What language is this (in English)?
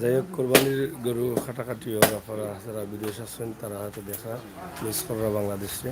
Sylheti